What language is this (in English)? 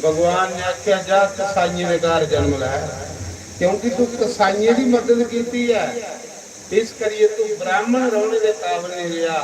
Dogri